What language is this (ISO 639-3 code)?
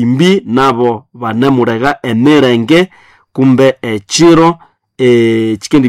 nnb